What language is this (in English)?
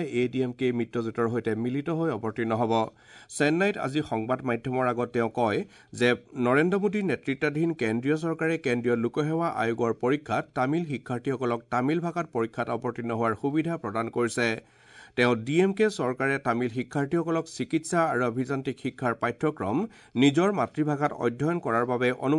Assamese